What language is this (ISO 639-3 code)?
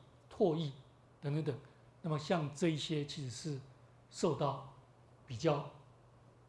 zho